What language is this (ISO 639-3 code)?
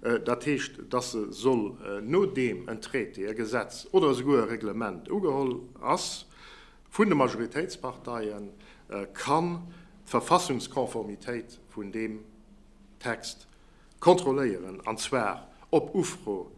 ltz